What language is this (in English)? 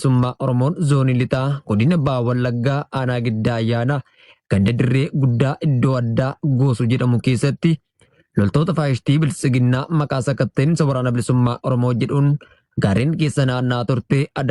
Oromo